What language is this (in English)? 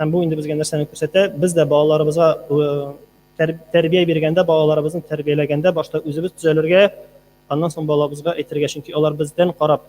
Tatar